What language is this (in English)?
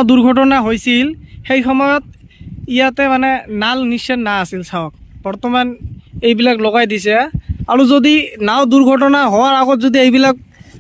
Assamese